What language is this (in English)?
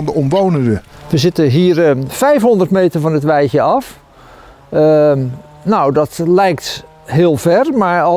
Dutch